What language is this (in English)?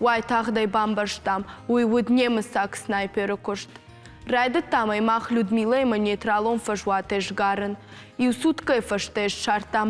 Ossetic